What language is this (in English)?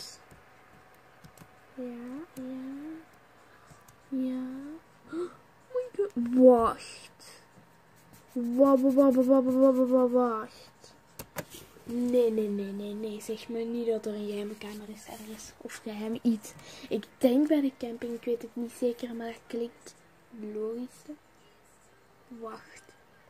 Dutch